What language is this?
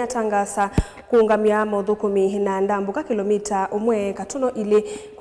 Kamba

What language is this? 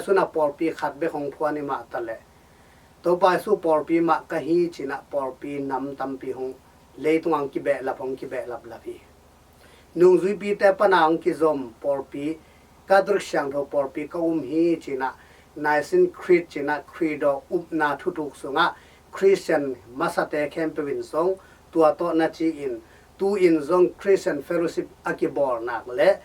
Tedim Chin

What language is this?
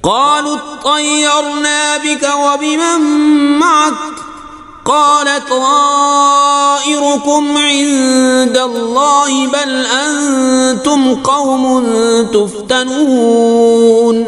Kashmiri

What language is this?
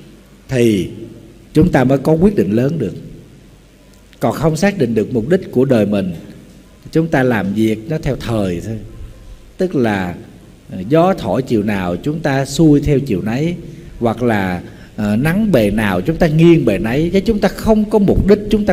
Vietnamese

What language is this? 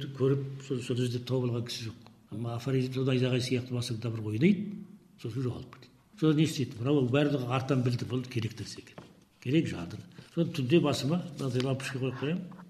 Kazakh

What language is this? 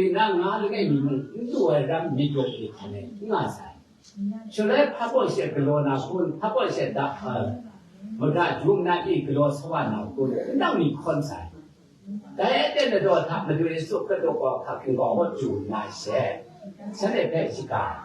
Kachin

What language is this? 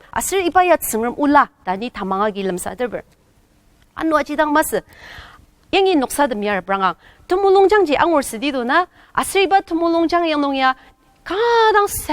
Ao Naga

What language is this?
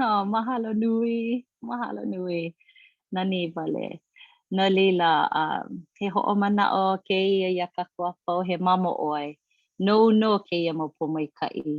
Hawaiian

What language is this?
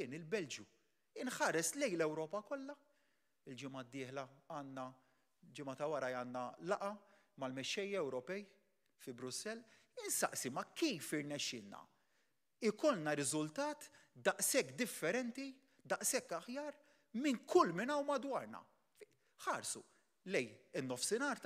Maltese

